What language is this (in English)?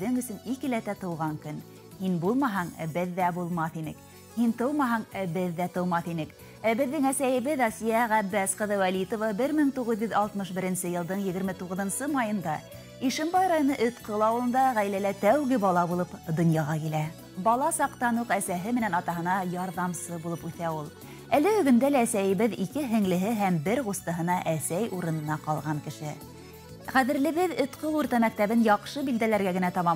Bashkir